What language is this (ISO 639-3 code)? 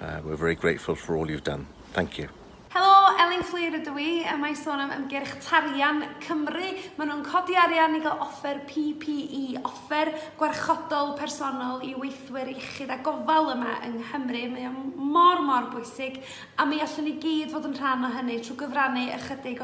cym